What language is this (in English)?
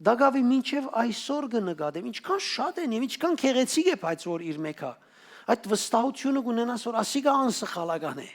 Western Armenian